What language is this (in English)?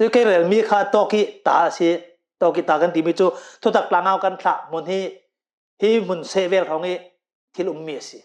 Hakha Chin